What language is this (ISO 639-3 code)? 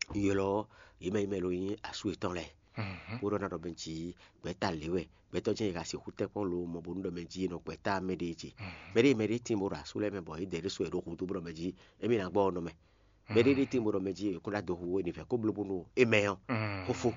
fon